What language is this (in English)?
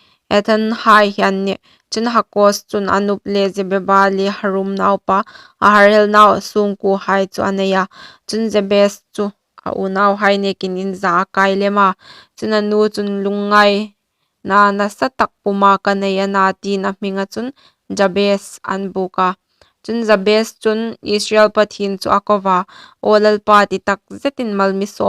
Hmar